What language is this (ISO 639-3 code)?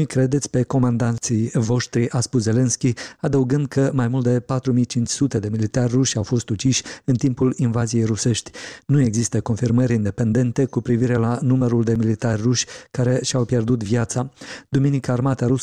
ron